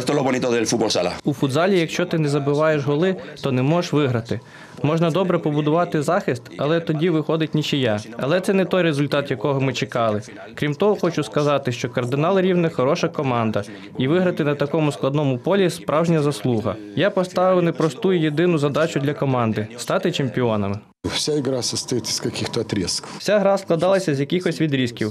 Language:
Ukrainian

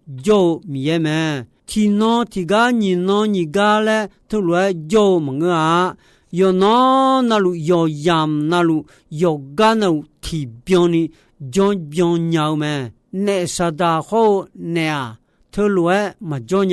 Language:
Akha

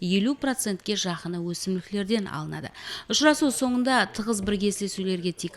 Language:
Kara-Kalpak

